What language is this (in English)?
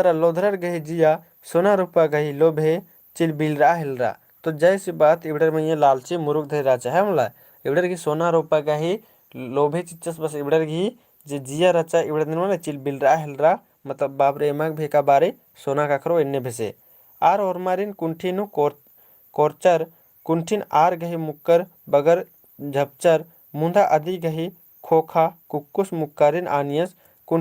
Kurukh